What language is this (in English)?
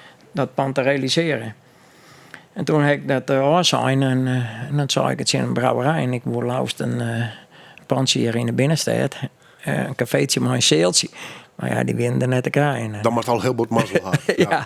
Western Frisian